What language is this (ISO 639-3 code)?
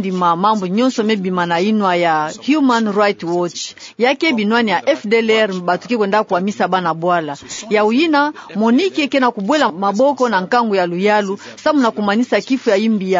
ktu